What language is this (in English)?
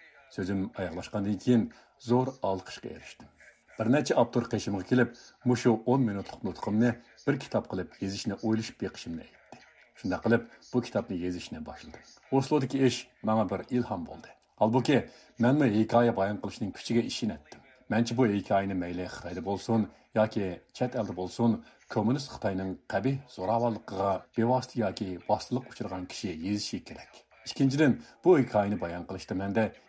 Uyghur